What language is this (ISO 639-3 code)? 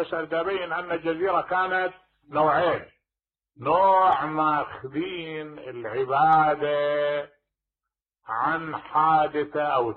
acm